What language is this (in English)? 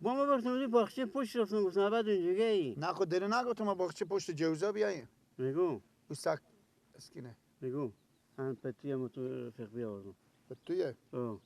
Persian